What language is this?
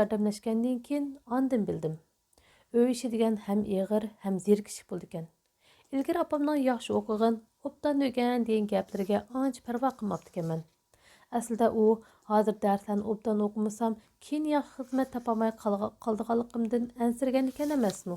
Uyghur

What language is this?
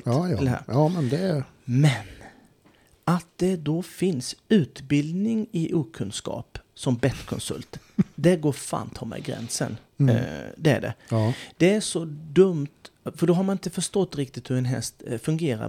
Swedish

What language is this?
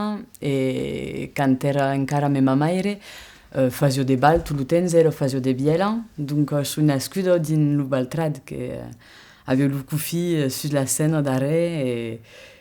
Occitan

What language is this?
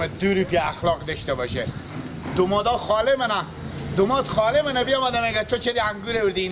Persian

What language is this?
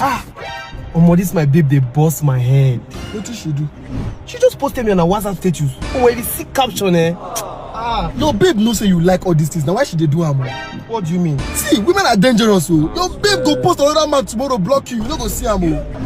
Nigerian Pidgin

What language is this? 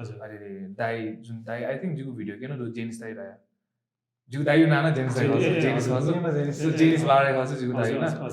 Newari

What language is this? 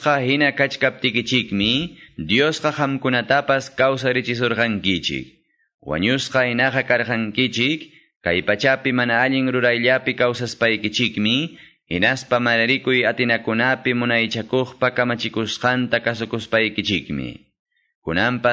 Quechua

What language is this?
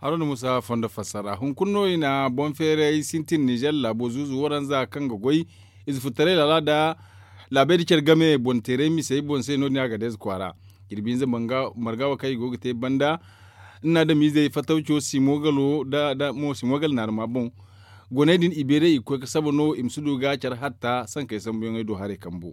Zarma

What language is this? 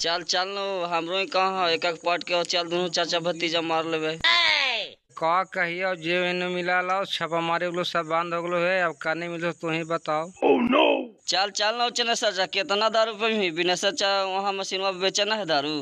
Magahi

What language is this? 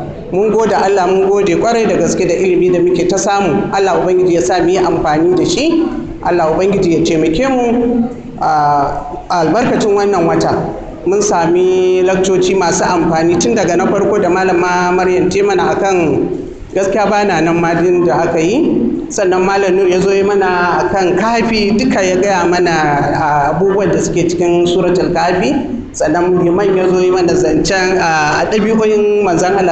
Hausa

